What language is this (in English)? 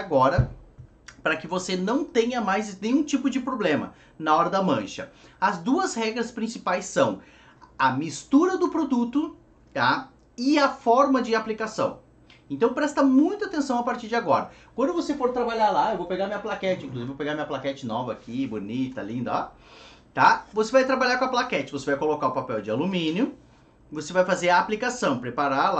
Portuguese